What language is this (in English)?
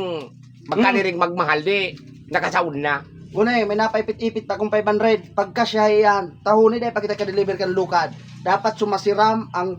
Bikol